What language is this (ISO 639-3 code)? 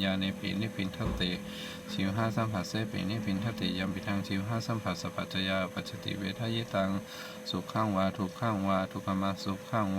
pli